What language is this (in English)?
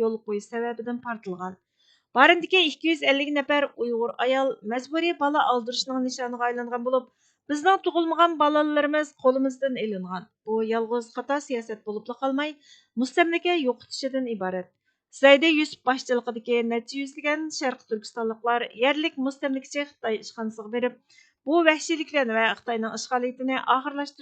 Uyghur